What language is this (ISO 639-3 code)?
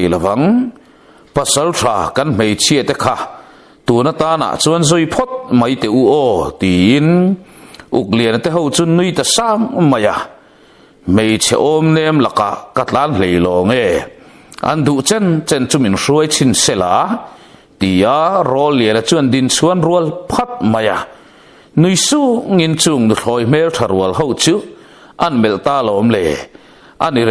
lus